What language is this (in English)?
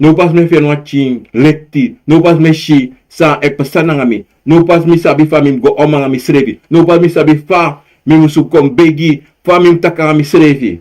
Sranan Tongo